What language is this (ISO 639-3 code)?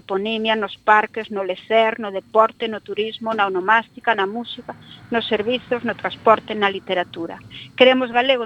glg